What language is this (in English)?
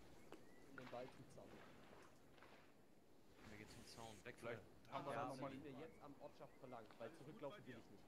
German